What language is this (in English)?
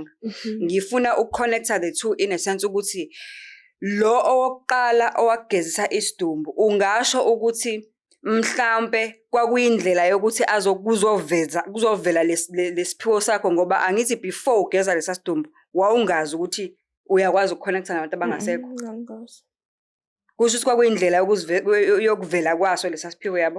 Zulu